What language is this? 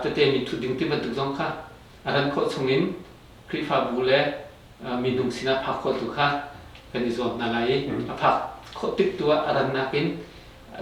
Hakha Chin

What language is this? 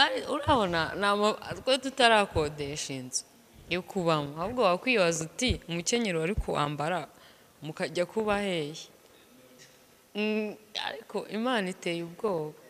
Kinyarwanda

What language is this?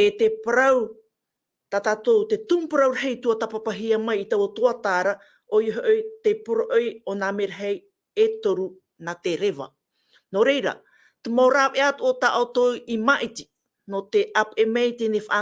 Tahitian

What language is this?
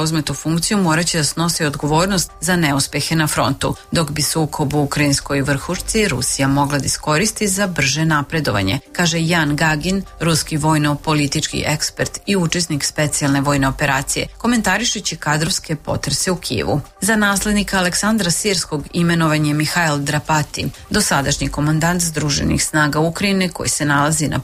Serbian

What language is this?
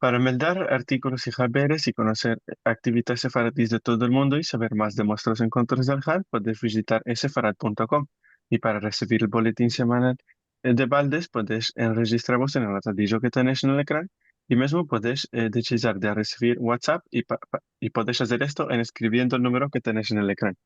Ladino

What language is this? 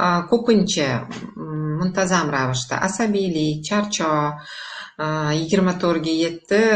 Uzbek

